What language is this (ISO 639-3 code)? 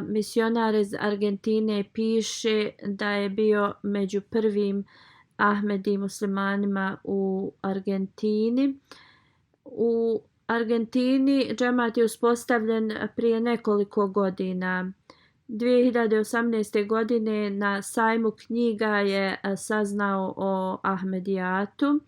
bos